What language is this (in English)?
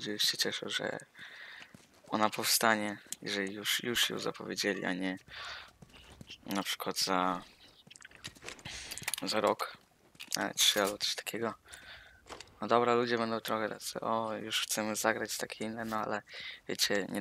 Polish